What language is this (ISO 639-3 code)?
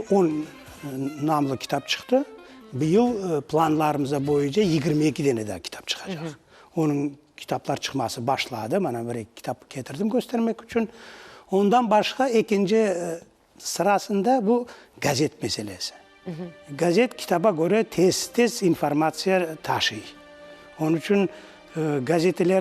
crh